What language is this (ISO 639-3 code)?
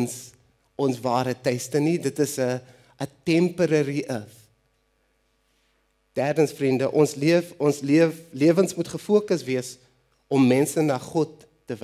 afr